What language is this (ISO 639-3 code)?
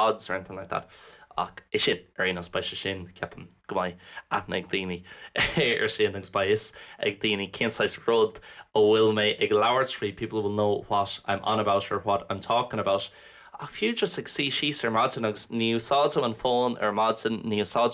gle